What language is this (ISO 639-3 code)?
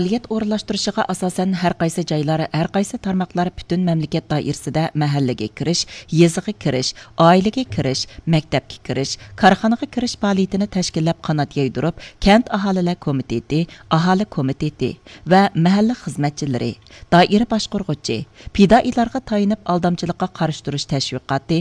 uig